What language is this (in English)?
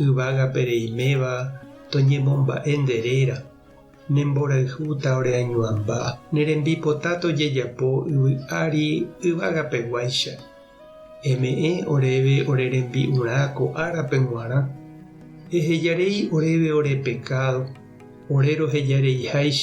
Guarani